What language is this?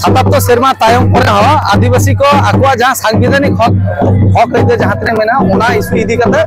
Santali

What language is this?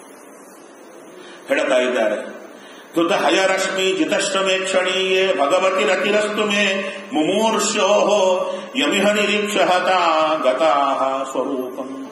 Kannada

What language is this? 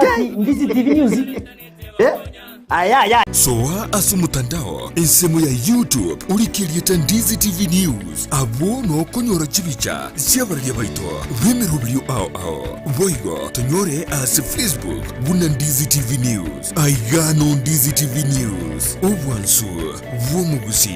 Gusii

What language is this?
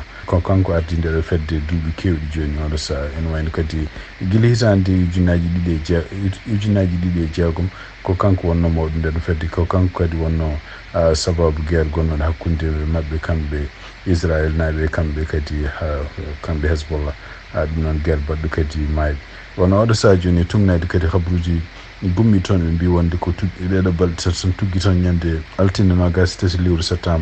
Fula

